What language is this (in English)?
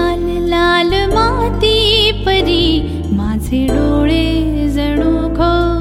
Marathi